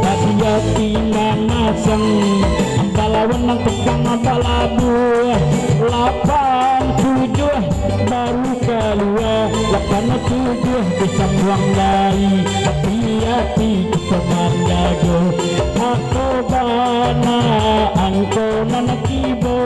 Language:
Minangkabau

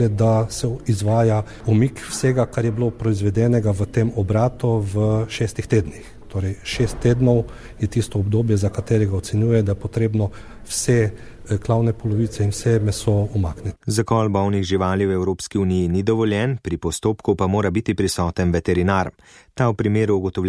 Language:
Slovenian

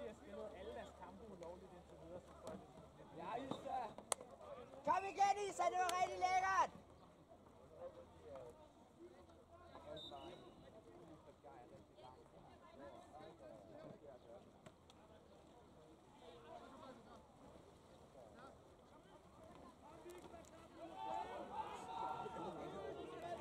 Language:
Danish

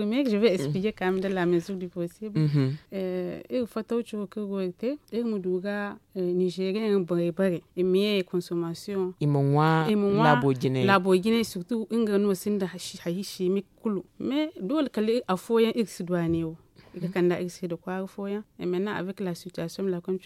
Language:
Zarma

